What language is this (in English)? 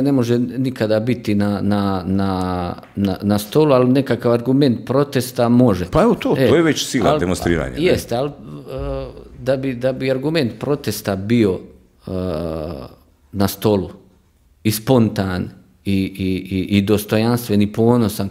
Croatian